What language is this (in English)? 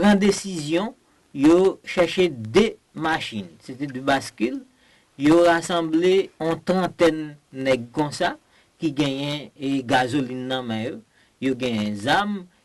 Haitian Creole